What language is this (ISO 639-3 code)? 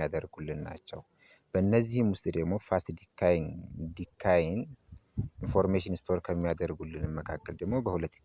amh